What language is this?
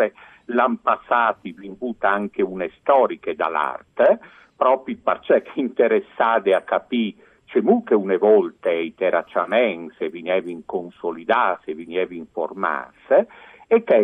Friulian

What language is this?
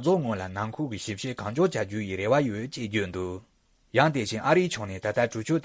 Tibetan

